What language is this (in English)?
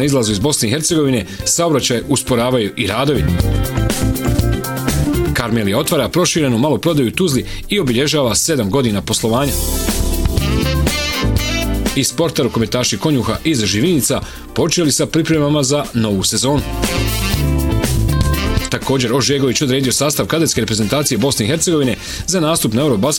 Bosnian